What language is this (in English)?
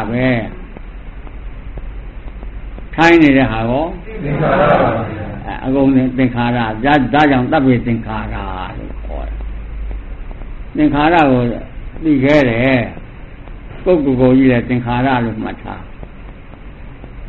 Burmese